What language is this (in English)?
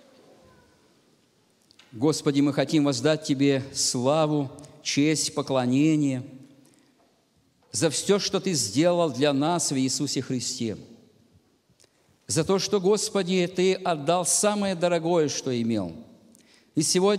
Russian